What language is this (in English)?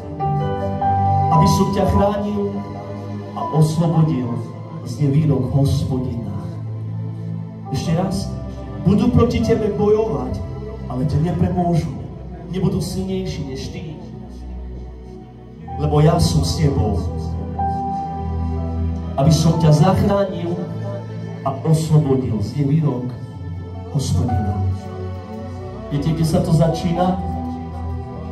Slovak